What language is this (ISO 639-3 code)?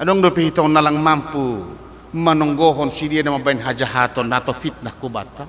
bts